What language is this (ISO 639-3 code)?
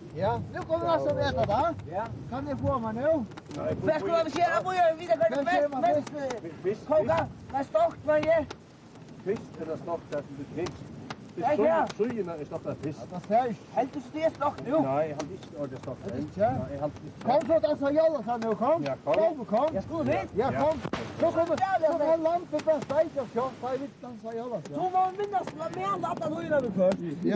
fao